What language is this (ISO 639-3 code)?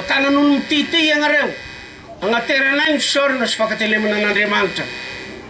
mlg